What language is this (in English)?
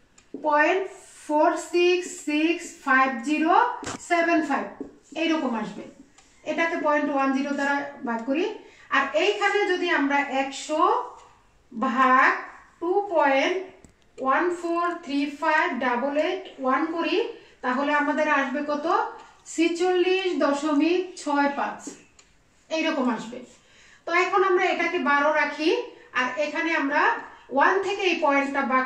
Bangla